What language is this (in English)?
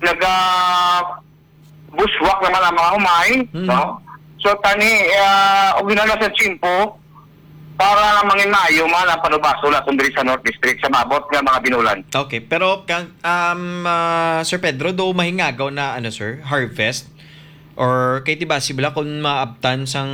Hiligaynon